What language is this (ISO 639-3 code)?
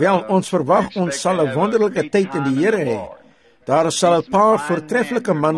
afr